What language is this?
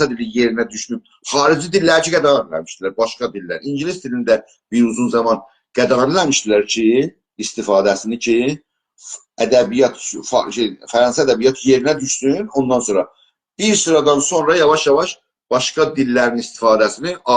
South Azerbaijani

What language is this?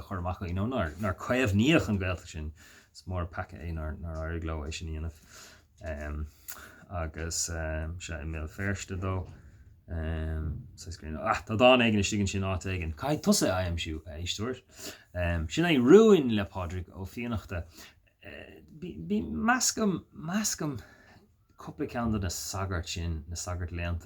Irish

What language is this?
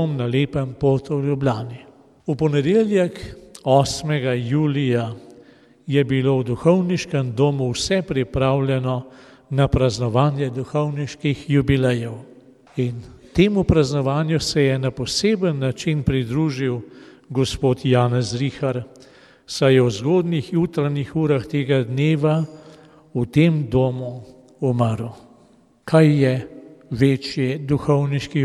Slovenian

